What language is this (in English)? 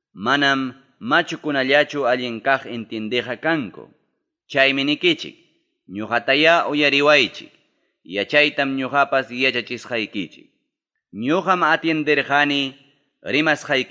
Ayacucho Quechua